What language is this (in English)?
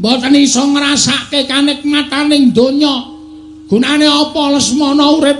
Javanese